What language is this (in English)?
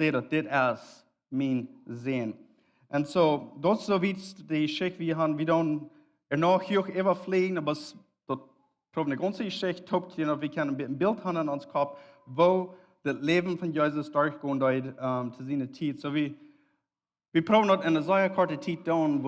Plautdietsch